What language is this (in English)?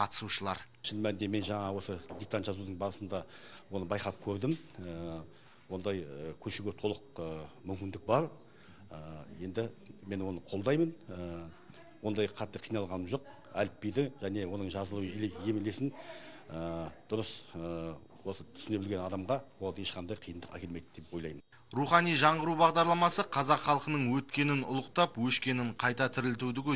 Kazakh